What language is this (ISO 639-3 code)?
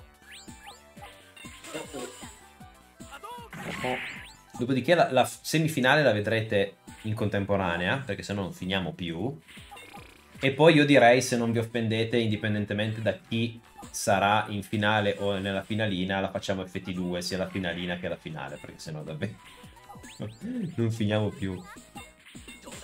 ita